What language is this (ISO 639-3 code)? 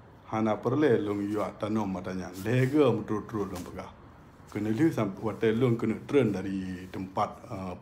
ace